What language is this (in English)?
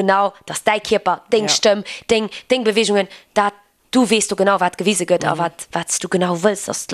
Luxembourgish